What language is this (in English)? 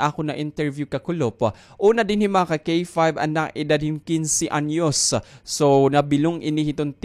Waray